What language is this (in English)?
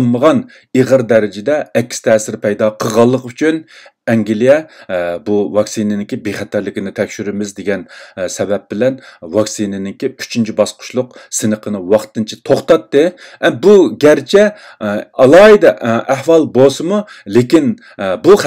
Uyghur